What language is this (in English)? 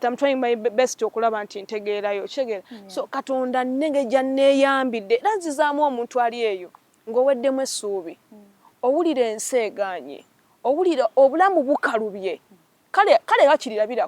Ganda